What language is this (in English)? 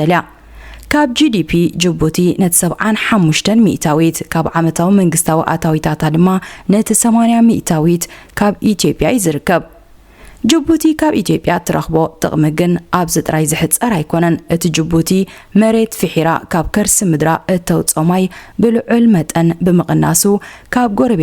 Tigrinya